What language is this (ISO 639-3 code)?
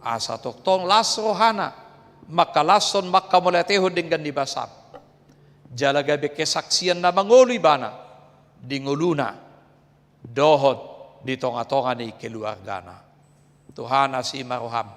bbc